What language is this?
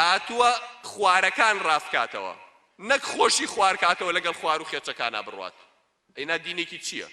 Central Kurdish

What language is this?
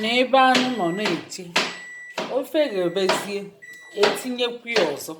Igbo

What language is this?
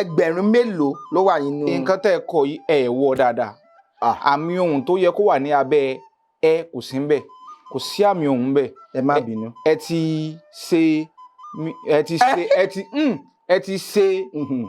Yoruba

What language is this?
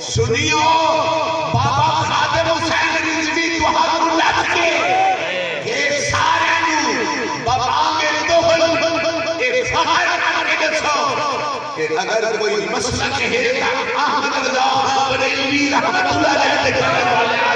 Saraiki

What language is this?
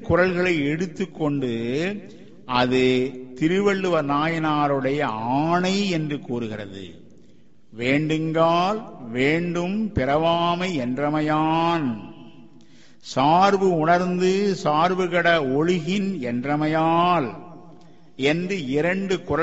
Tamil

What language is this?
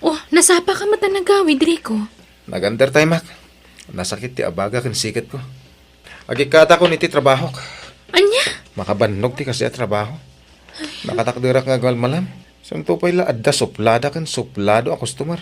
Iloko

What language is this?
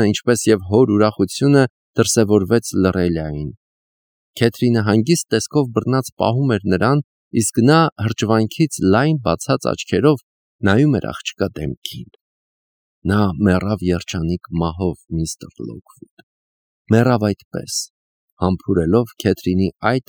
Armenian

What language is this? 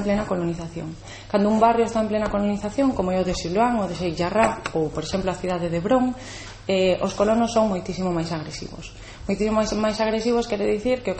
Galician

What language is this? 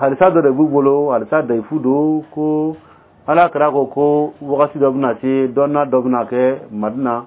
Dyula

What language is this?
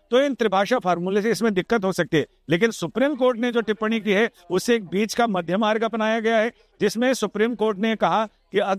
Hindi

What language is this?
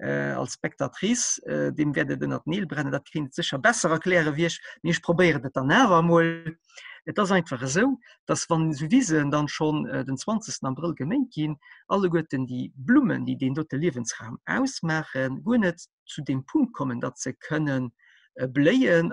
Luxembourgish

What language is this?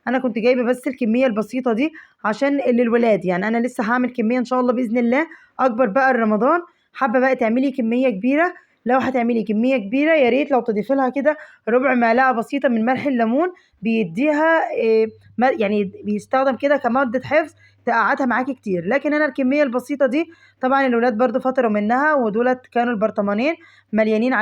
Egyptian Arabic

